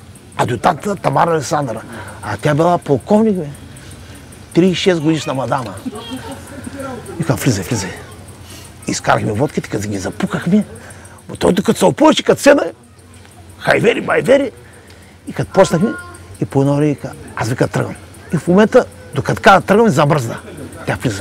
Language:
Bulgarian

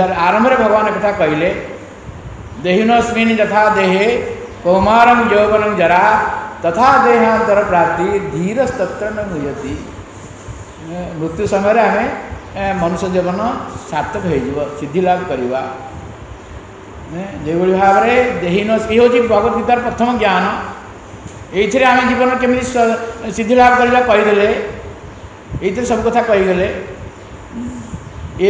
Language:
Odia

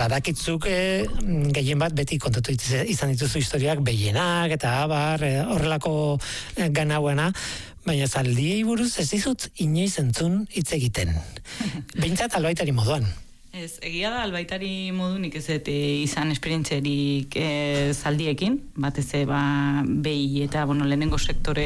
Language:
Basque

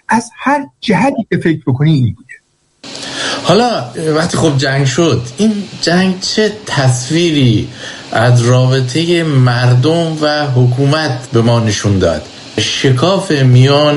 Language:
Persian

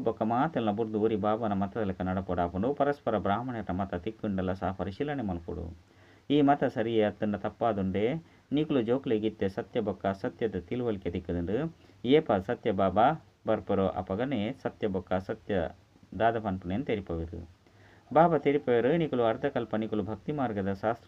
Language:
Tulu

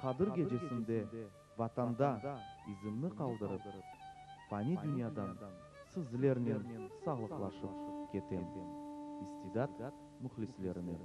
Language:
Crimean Tatar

